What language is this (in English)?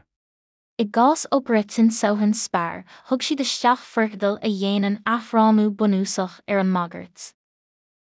Irish